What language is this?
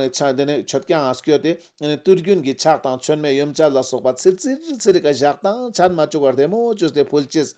Ladakhi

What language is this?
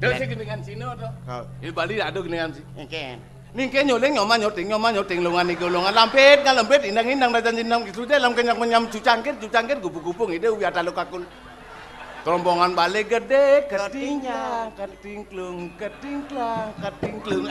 Balinese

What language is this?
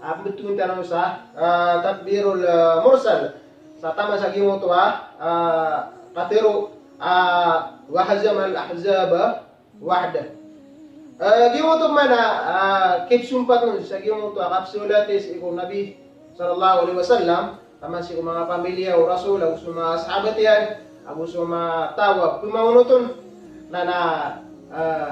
Maranao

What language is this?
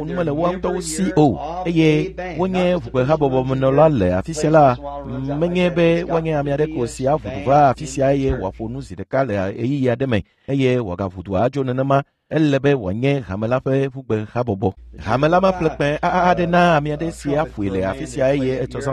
Ewe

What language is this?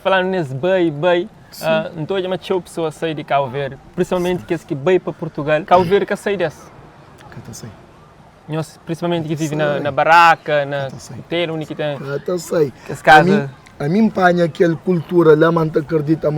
Kabuverdianu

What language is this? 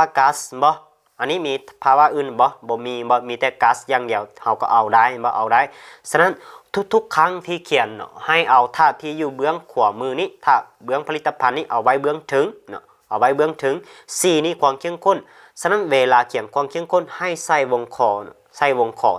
Lao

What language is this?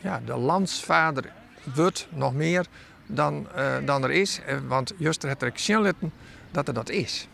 Western Frisian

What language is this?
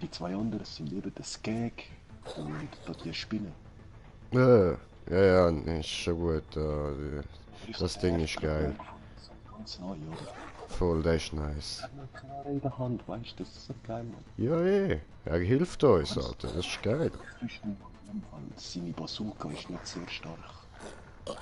Swiss German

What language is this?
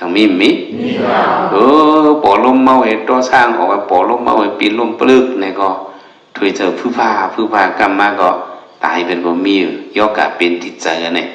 Shan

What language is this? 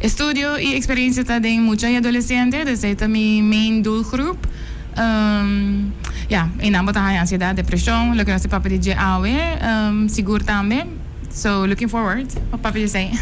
Papiamento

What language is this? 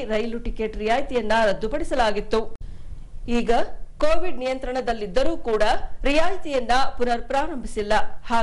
Kannada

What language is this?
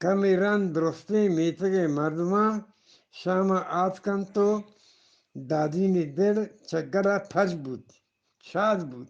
Eastern Balochi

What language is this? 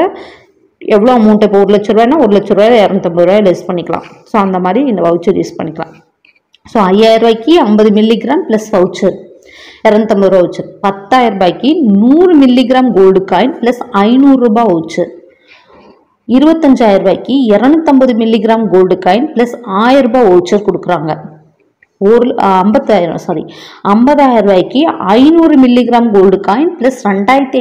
Tamil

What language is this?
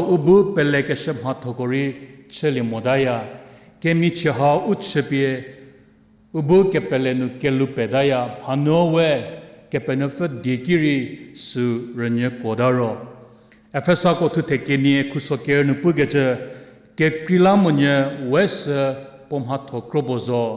Angami Naga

